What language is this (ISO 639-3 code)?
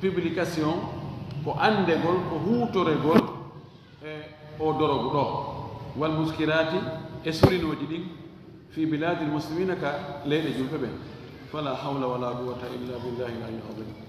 ful